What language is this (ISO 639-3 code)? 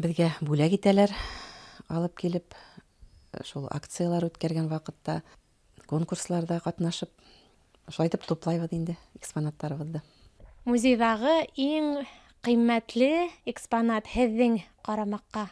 bak